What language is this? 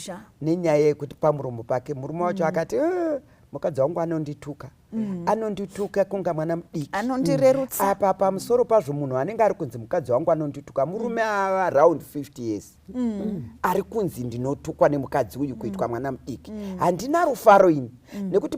Shona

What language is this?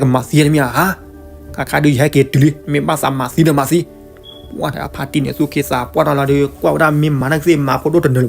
S'gaw Karen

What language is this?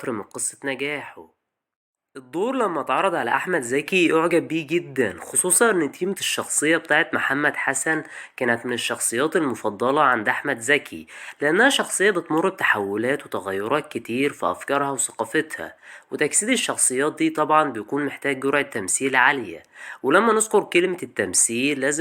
Egyptian Arabic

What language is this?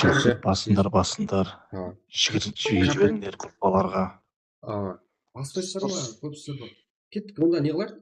Kara-Kalpak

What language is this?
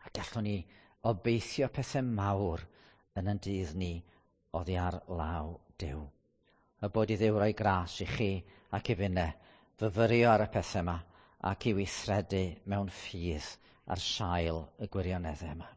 Welsh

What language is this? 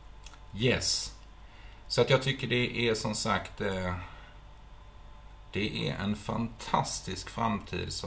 Swedish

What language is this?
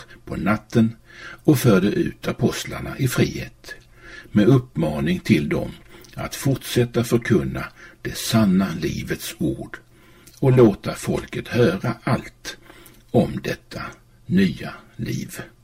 Swedish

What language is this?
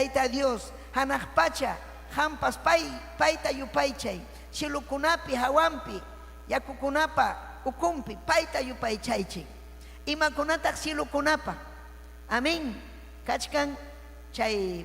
Ayacucho Quechua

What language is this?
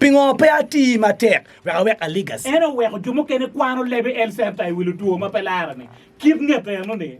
Acoli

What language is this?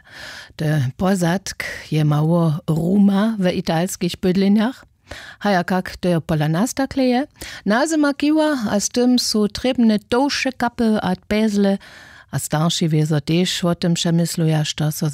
Upper Sorbian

